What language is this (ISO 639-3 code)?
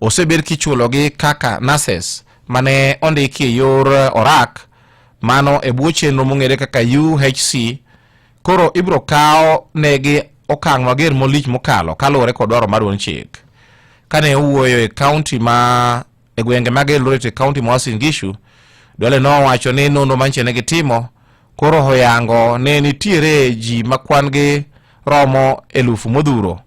luo